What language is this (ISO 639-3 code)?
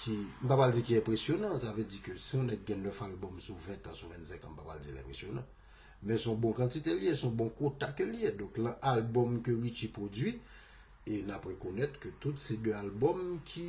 hat